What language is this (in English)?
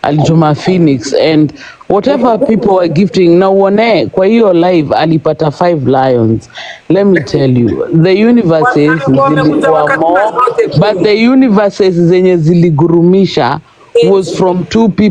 Swahili